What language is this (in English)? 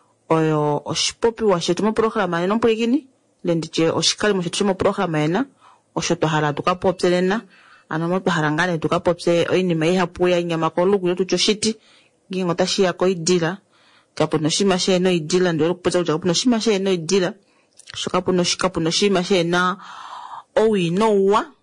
Kuanyama